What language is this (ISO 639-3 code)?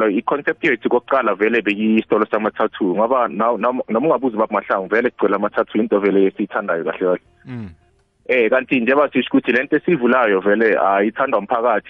nbl